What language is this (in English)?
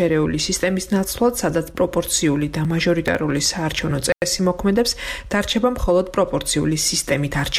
Georgian